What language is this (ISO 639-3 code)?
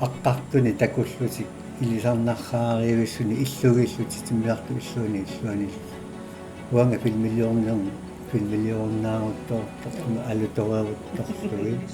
kal